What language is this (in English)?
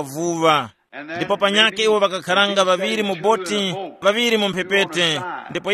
Tumbuka